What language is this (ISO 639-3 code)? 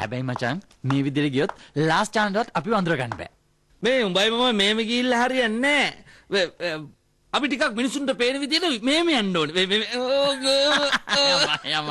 sin